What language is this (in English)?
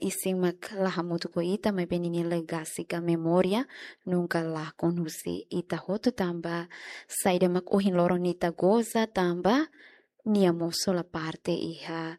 Tetum